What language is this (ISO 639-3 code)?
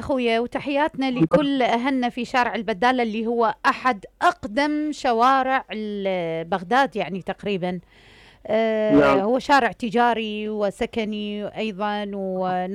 acm